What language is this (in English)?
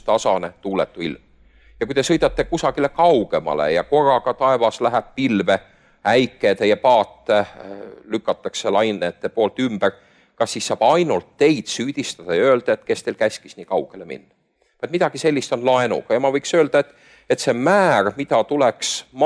Estonian